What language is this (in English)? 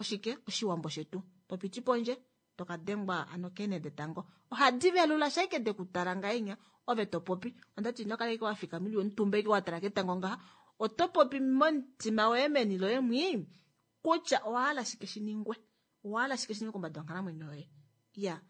Kuanyama